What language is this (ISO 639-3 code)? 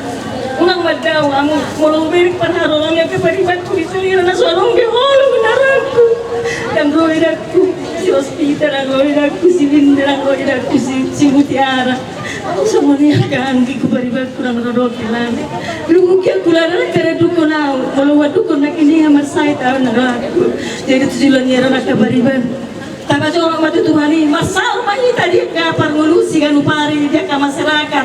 bbc